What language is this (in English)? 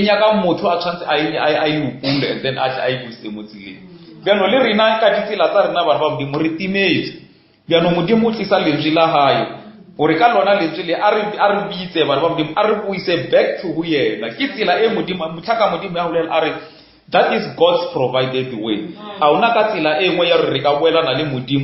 Northern Sotho